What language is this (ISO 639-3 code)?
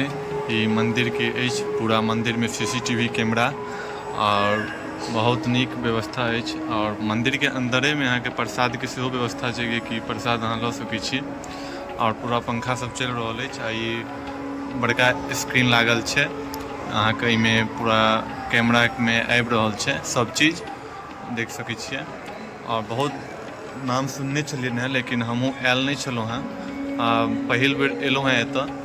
mai